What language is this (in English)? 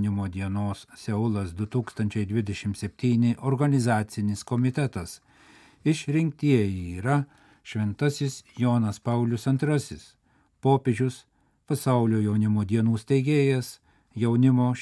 Lithuanian